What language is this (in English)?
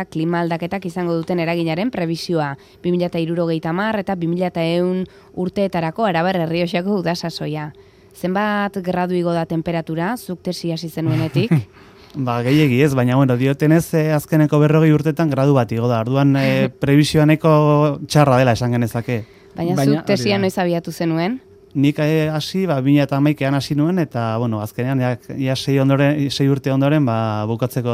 Basque